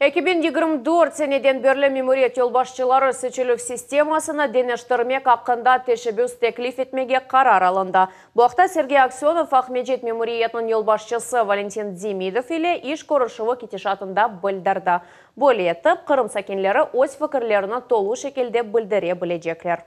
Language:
Crimean Tatar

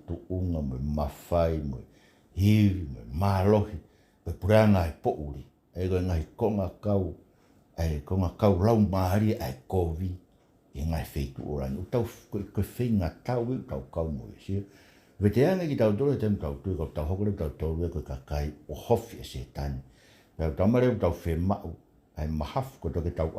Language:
Tongan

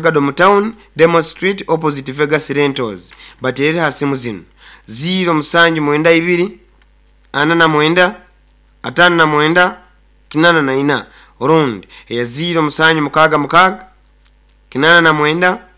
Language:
Nyoro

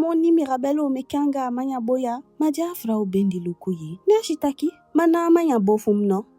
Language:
Eastern Maroon Creole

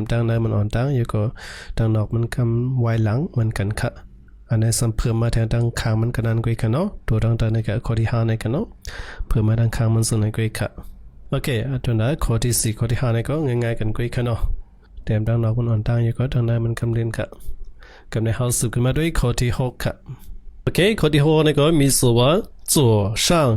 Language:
Shan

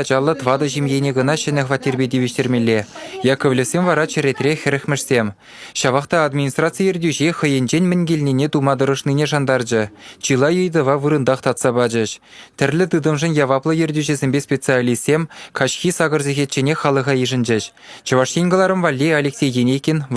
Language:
Chuvash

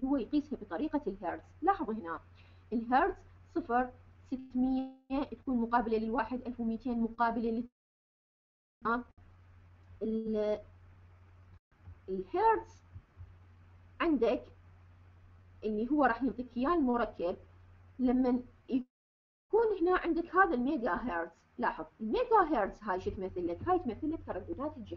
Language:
Mesopotamian Arabic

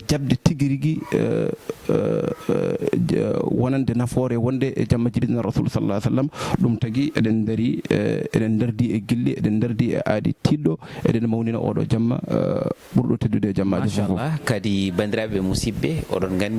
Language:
Fula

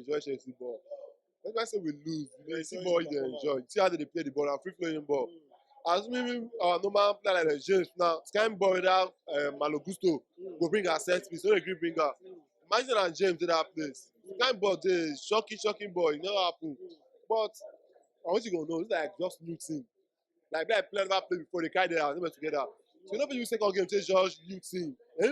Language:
Nigerian Pidgin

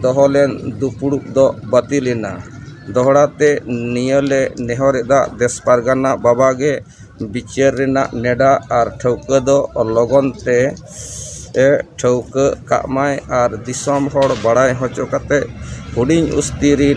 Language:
Santali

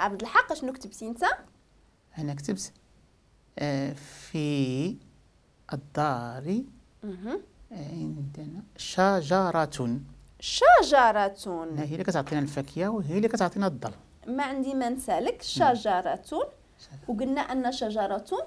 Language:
Moroccan Arabic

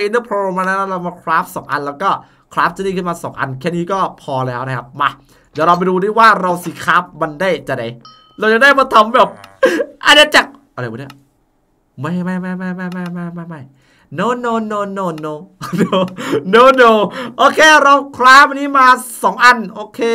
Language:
Thai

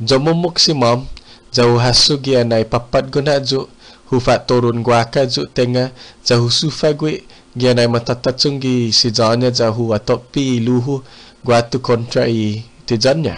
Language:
Chamorro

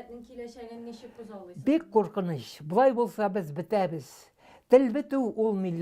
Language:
Tatar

